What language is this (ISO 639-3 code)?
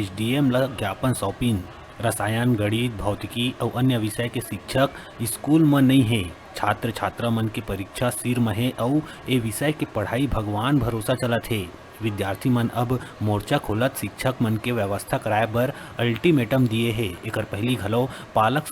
hne